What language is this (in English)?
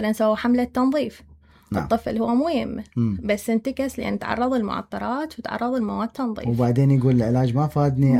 Mesopotamian Arabic